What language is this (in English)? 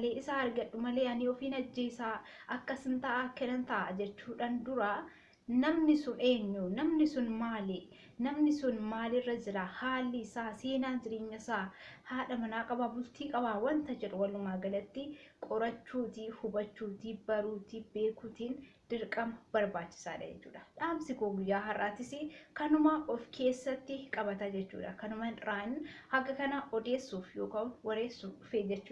Oromo